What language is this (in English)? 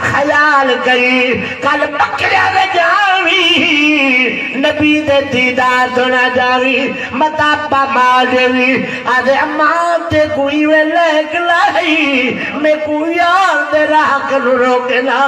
Saraiki